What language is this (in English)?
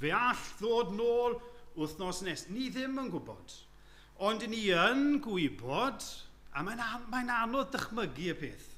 Welsh